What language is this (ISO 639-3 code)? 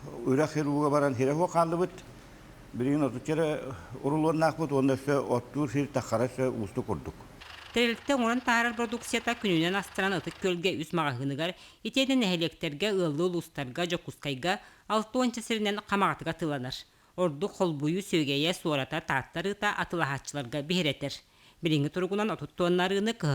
sah